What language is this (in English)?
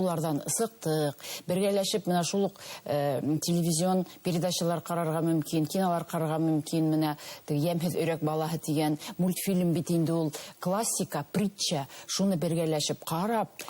Bashkir